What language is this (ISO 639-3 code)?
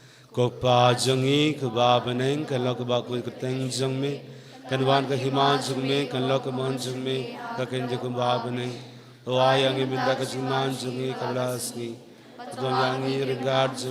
kha